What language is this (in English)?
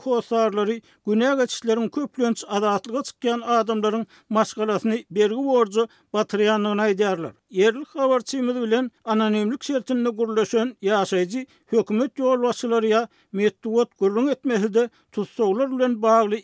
Turkmen